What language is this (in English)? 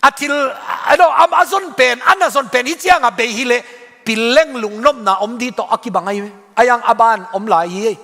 Tedim Chin